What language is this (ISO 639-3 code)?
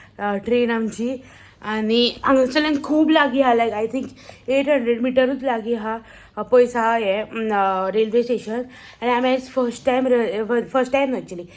kok